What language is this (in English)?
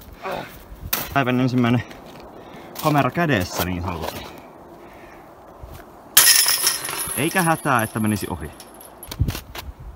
Finnish